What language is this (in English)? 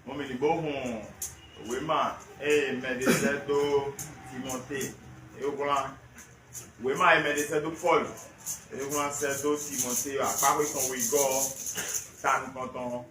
Fon